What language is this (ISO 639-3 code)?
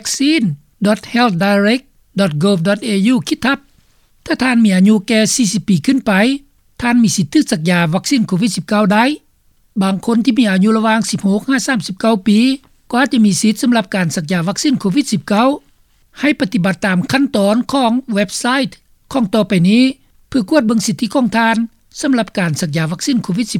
lao